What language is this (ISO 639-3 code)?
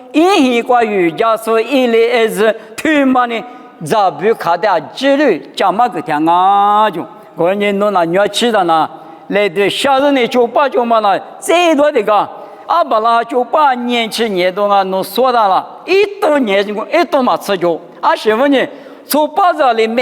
lis